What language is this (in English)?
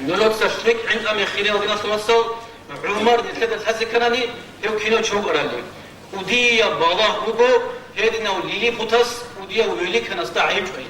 Avaric